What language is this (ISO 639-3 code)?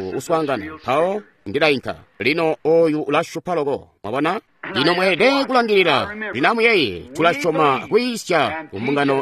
toi